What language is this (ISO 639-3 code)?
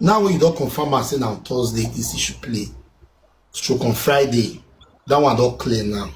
pcm